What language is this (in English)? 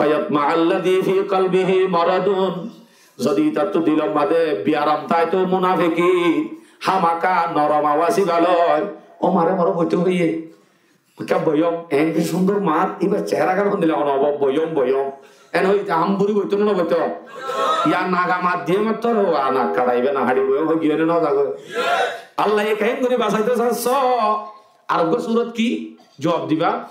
Rohingya